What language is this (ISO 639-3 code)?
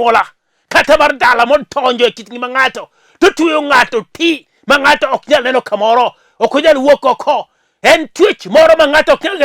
luo